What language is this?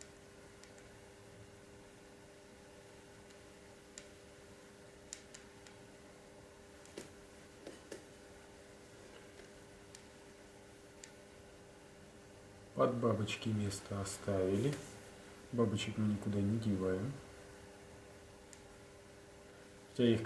Russian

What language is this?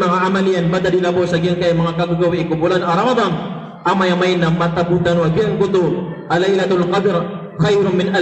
Maranao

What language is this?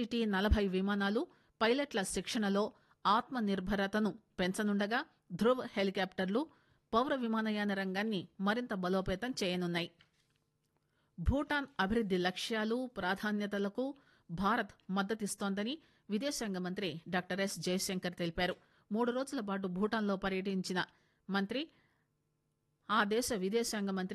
Telugu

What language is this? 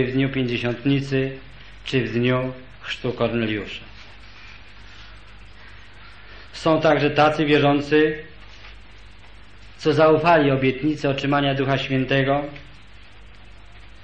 Polish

